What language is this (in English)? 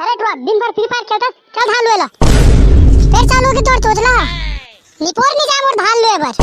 Chhattisgarhi